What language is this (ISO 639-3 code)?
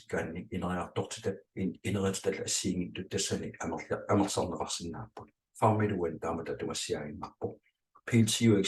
kal